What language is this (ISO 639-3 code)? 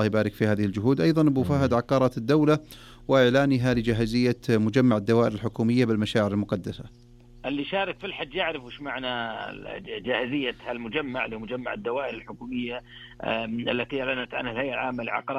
ars